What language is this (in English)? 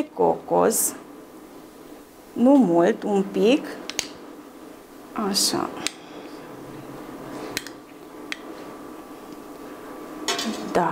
Romanian